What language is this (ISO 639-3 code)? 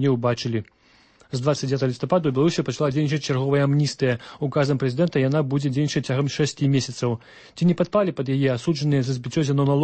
bel